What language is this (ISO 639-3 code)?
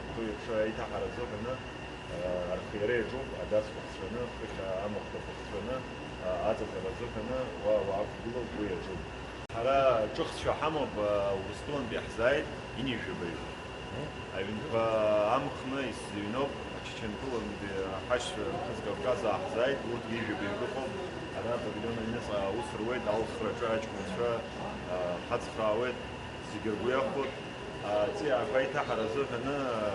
abk